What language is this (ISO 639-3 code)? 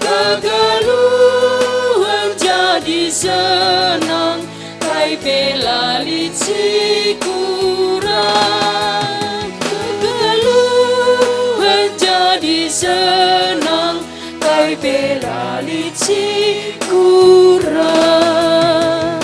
btx